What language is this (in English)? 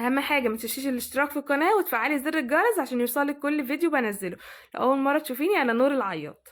Egyptian Arabic